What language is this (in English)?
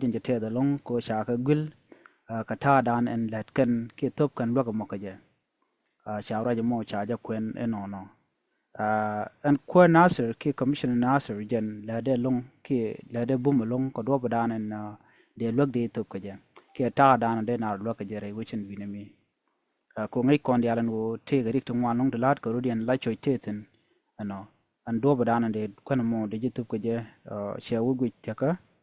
Nuer